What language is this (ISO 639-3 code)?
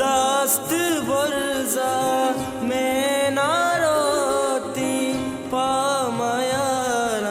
bal